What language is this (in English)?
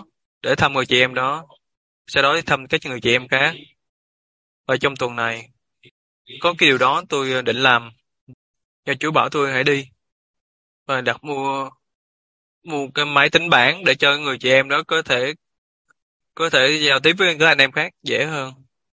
Vietnamese